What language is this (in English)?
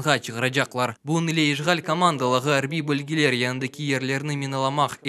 Crimean Tatar